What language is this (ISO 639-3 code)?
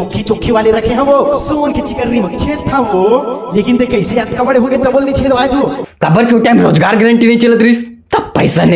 hne